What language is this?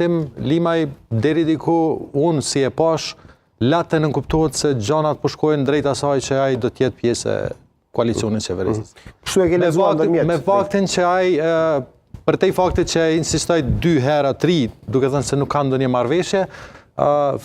Albanian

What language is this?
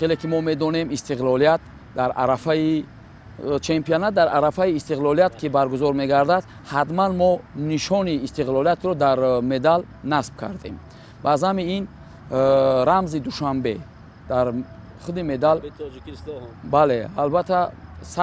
Tajik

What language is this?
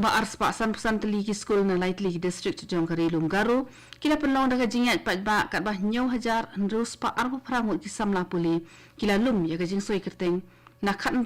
Khasi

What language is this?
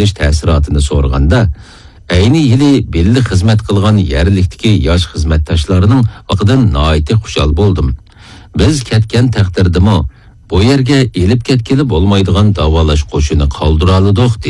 Uyghur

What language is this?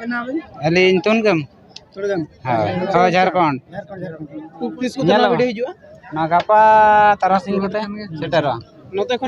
Santali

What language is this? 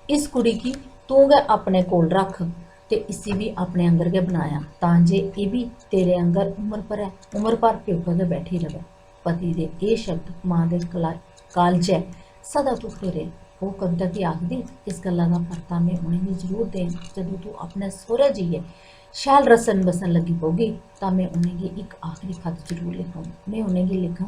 Dogri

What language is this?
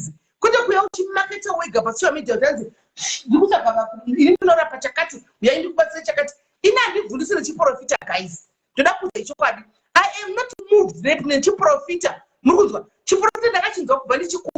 Shona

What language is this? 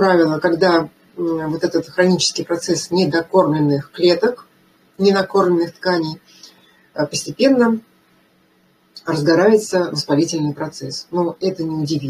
Russian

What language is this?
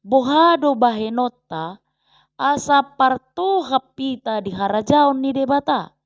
Batak Toba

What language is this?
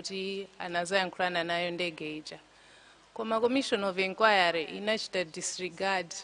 Nyanja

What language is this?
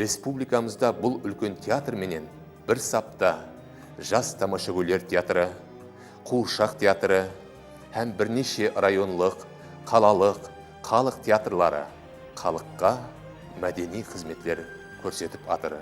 Kara-Kalpak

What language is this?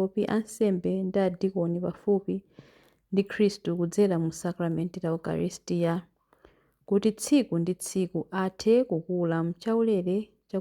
Nyanja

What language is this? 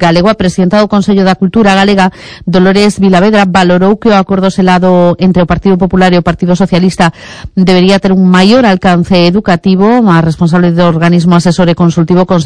Galician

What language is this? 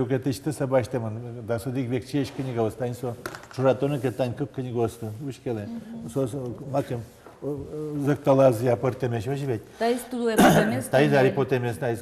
Udmurt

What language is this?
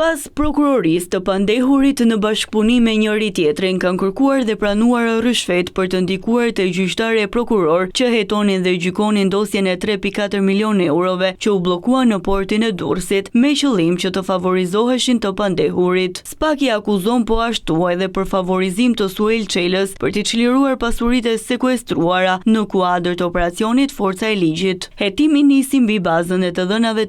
Albanian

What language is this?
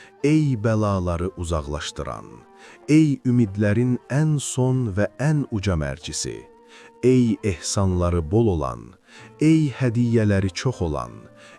Azerbaijani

